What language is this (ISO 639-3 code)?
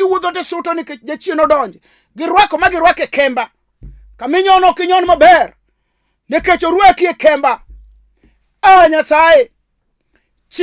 luo